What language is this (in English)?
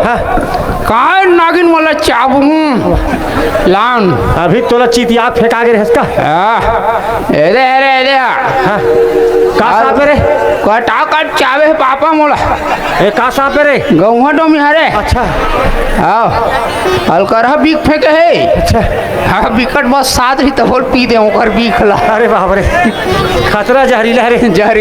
Chhattisgarhi